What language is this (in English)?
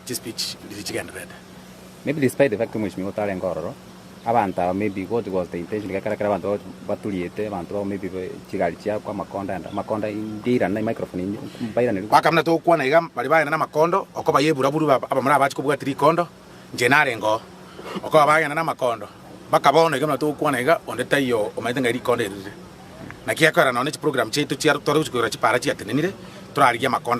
Gusii